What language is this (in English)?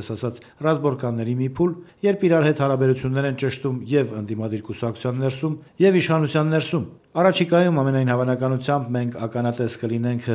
Armenian